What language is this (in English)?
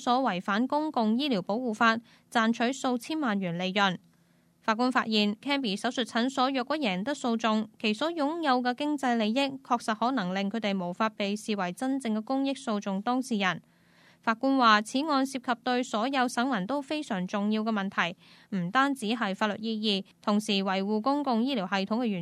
Cantonese